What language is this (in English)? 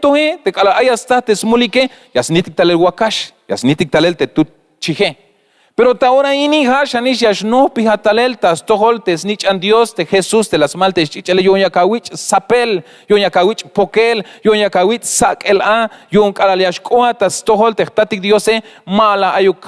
Tzeltal